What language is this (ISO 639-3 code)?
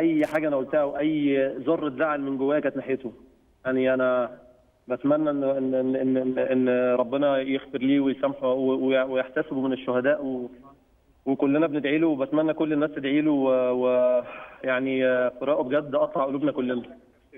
arz